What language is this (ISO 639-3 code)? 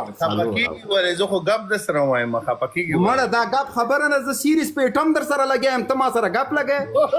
pus